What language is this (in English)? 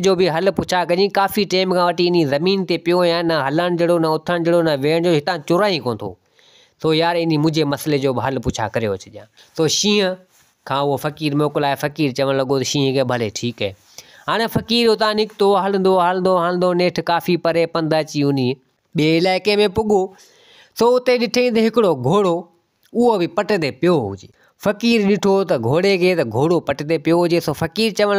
Sindhi